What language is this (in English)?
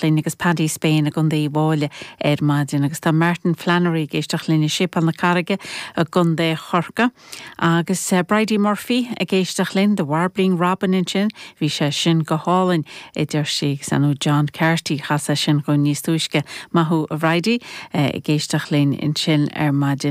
Irish